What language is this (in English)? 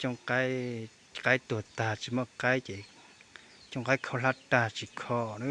Hmong